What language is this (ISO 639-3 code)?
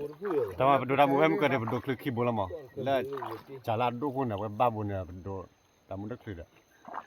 ksw